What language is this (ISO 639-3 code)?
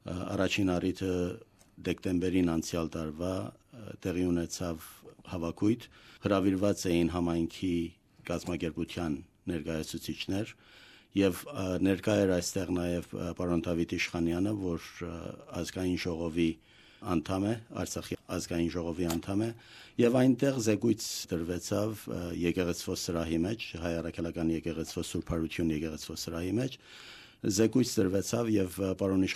hye